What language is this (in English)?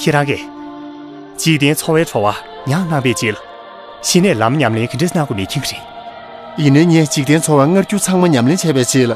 Tibetan